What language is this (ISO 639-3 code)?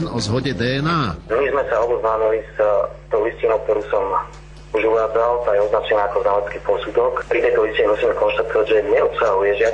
slk